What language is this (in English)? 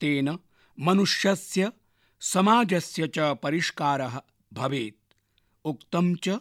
Sanskrit